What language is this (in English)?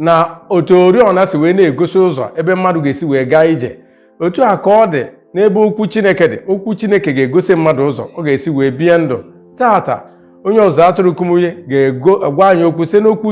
Igbo